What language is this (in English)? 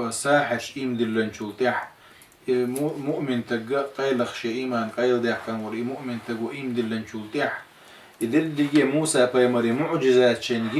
Chechen